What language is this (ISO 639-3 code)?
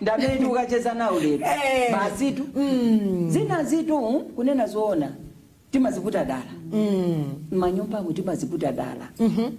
nya